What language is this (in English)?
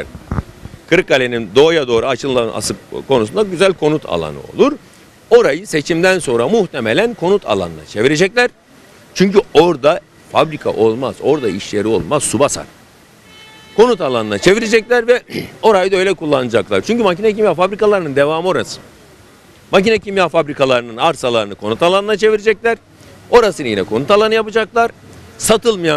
Turkish